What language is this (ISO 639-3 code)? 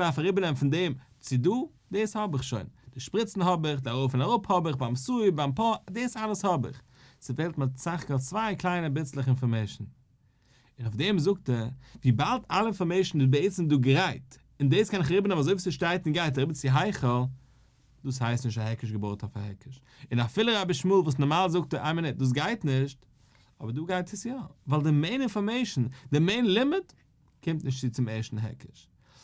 yid